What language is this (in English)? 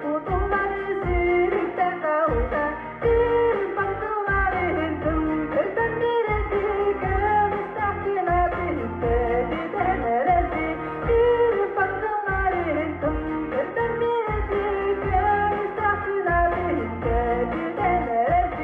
Yakut